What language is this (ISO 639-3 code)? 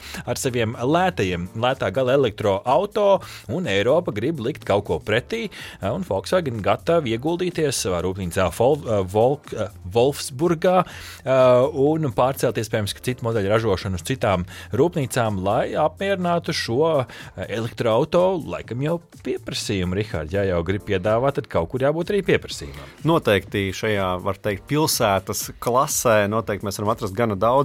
lav